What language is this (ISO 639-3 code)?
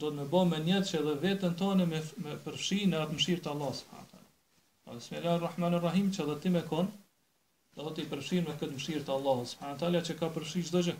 sqi